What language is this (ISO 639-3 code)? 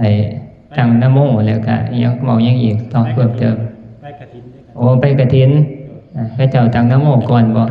tts